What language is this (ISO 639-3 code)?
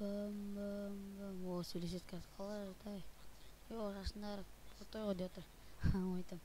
kaz